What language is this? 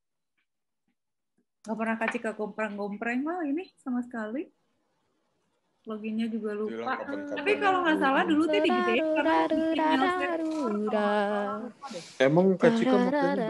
Indonesian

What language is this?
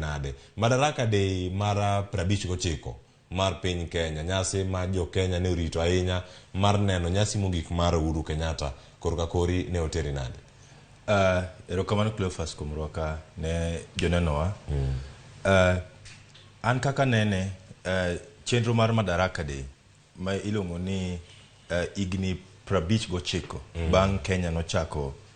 Luo (Kenya and Tanzania)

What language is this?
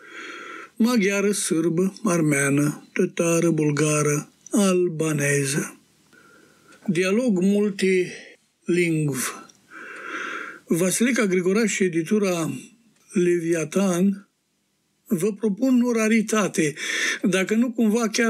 Romanian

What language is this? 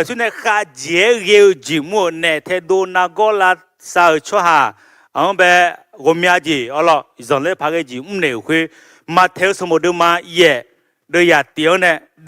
Akha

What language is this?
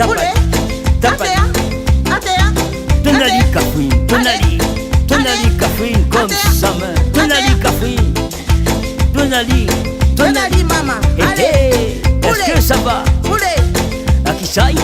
Réunion Creole French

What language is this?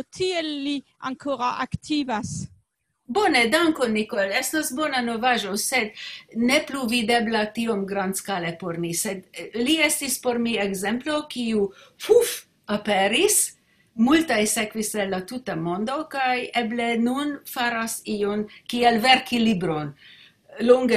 Esperanto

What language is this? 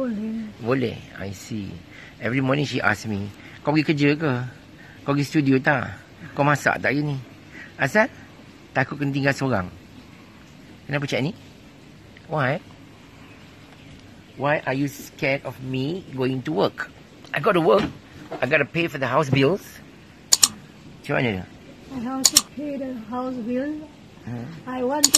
Malay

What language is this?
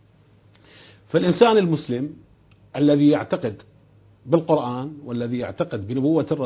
Arabic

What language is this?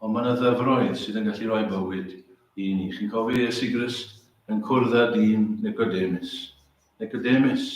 Welsh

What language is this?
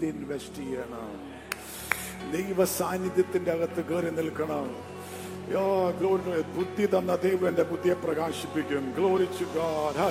Malayalam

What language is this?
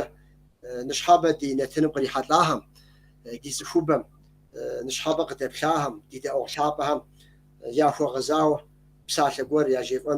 Kabardian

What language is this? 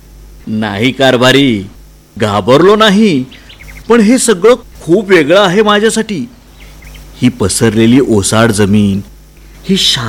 Marathi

